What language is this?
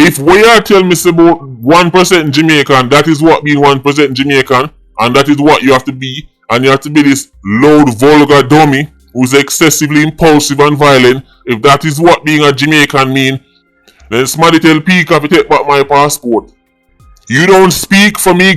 Jamaican Creole English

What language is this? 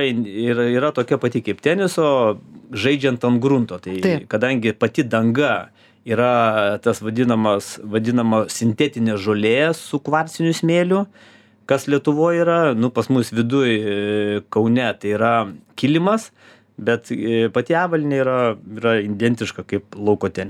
Lithuanian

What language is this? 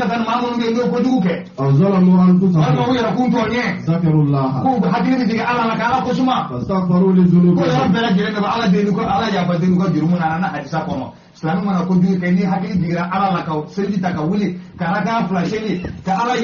Bambara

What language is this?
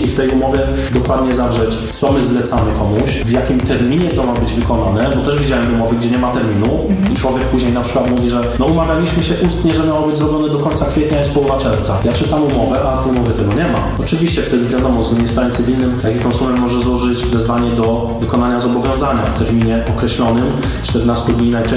Polish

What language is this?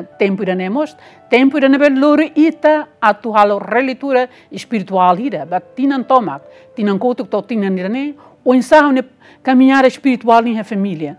Tetum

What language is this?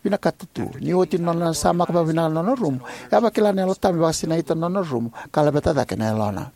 Fijian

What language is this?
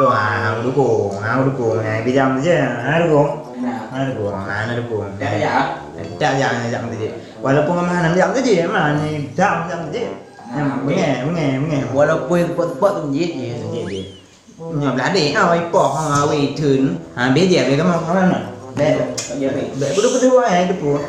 Achinese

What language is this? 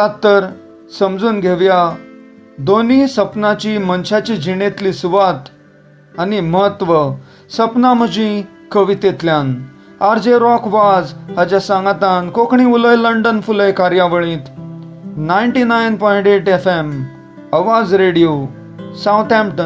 Konkani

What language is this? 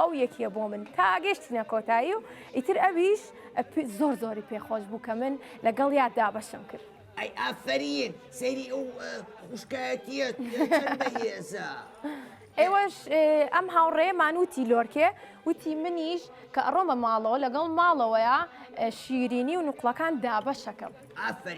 Central Kurdish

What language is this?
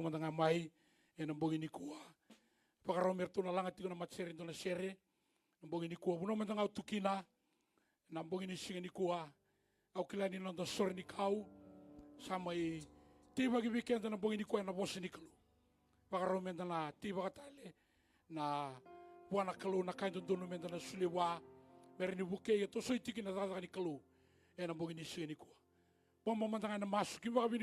Fijian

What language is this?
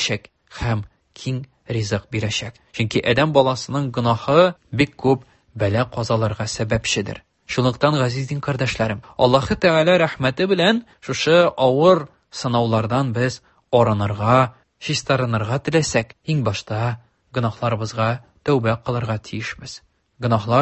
Tatar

